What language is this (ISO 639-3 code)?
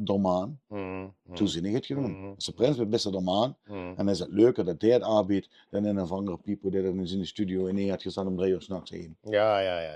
lim